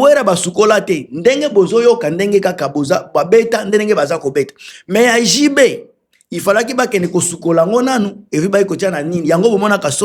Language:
Lingala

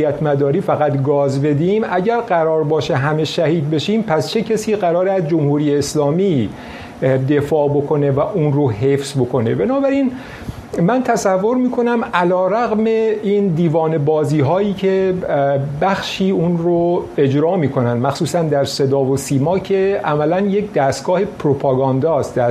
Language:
Persian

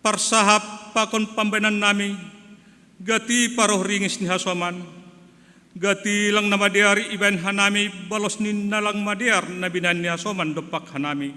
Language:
Batak Simalungun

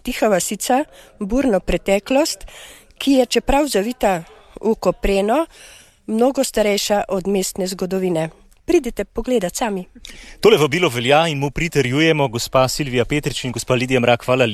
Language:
Slovenian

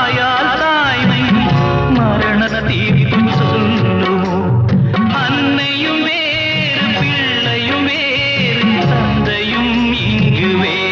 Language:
Tamil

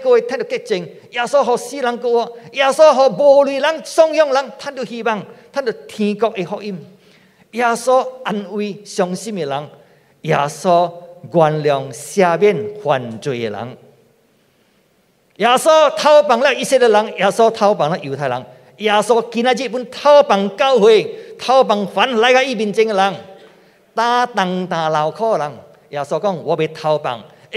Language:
Min Nan Chinese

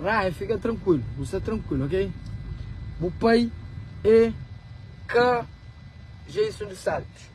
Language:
Kabuverdianu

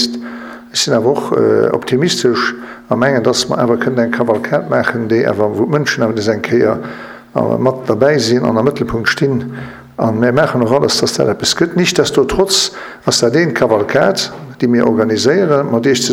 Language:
Luxembourgish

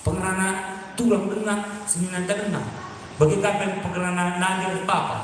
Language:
Batak Karo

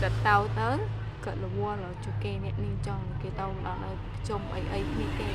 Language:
Khmer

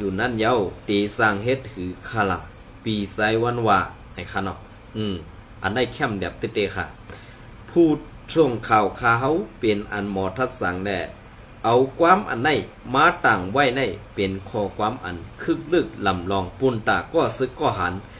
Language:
Shan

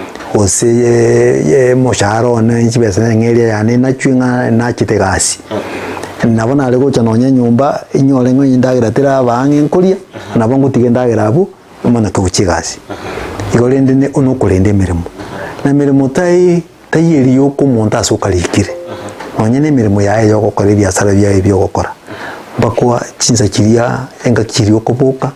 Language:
Gusii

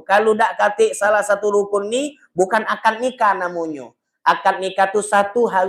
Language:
Musi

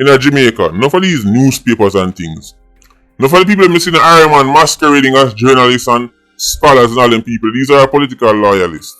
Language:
Jamaican Creole English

